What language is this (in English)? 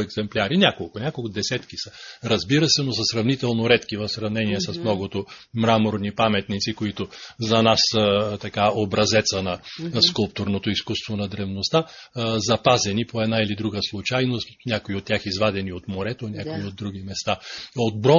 Bulgarian